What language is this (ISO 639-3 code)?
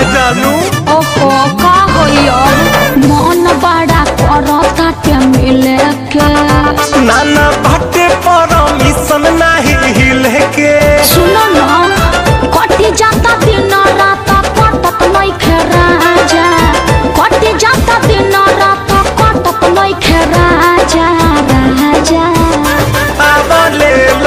bho